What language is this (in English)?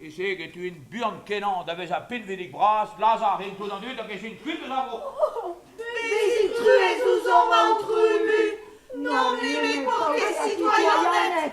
Breton